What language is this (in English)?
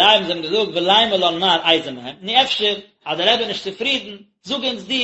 Yiddish